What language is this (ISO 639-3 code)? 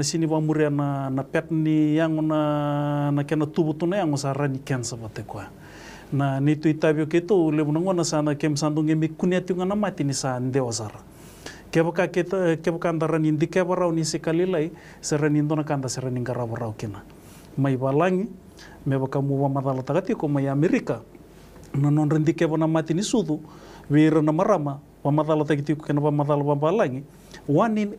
fij